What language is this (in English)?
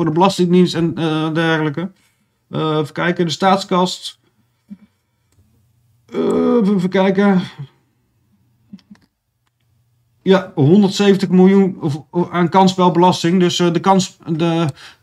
Dutch